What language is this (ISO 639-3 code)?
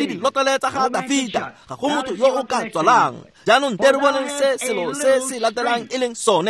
tsn